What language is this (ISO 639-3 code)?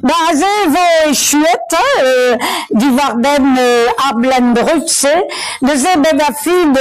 bre